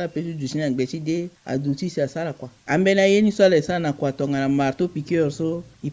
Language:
Sango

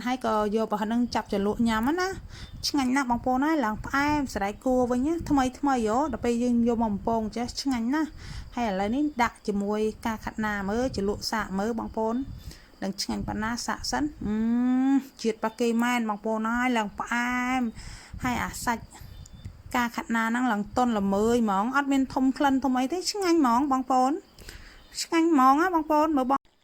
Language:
Khmer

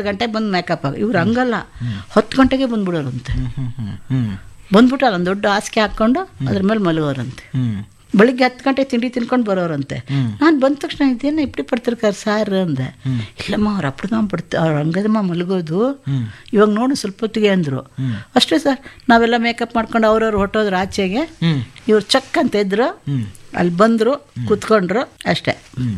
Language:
Kannada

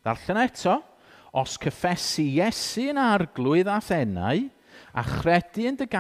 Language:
Welsh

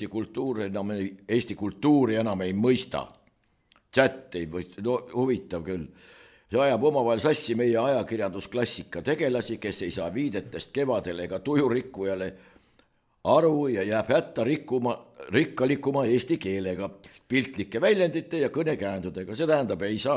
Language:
Estonian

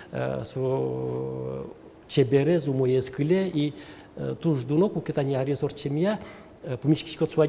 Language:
Udmurt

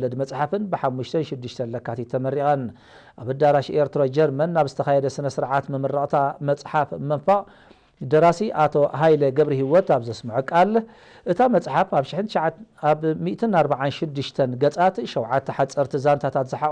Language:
Tigrinya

